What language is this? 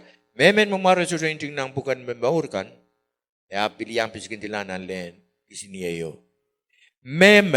Pohnpeian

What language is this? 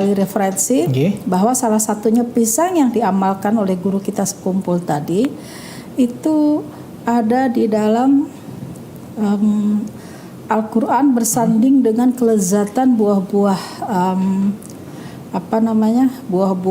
Banjar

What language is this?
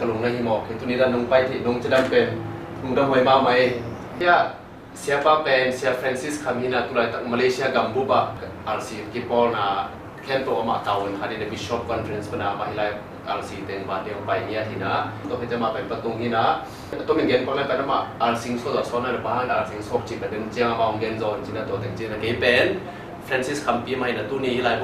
Tedim Chin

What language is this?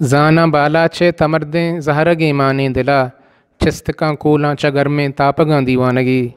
Eastern Balochi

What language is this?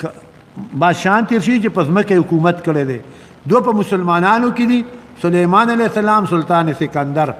Pashto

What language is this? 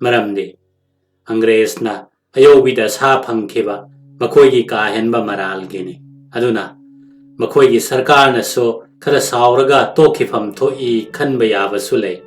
Manipuri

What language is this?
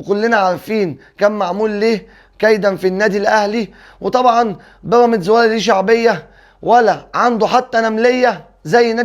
Egyptian Arabic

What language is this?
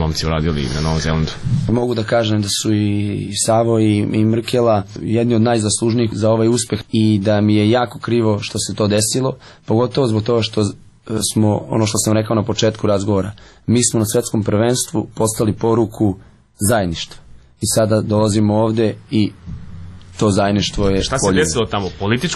Serbian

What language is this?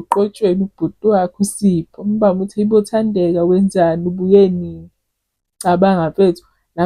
Zulu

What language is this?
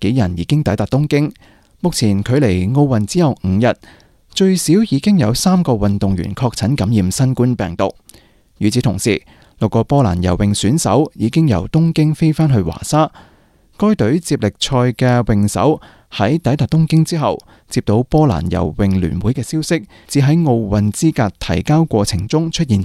Cantonese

